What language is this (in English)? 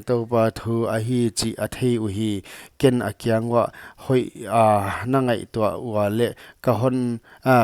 Paite Chin